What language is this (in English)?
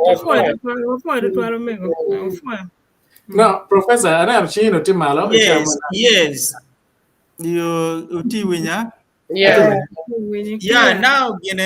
Acoli